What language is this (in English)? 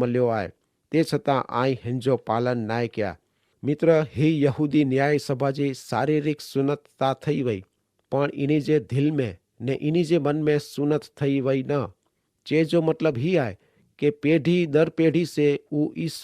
Kachhi